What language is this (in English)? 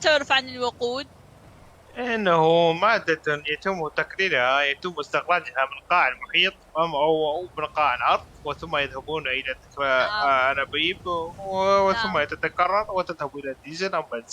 Mesopotamian Arabic